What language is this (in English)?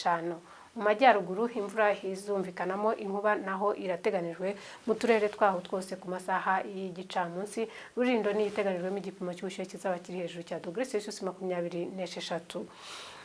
Kinyarwanda